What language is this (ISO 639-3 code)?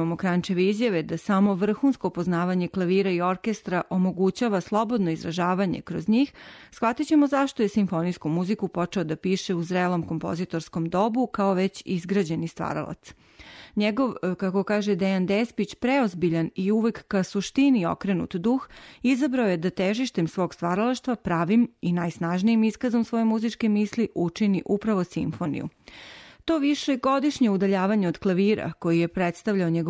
srp